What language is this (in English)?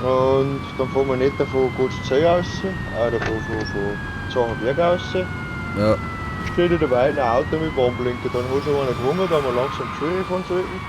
Bavarian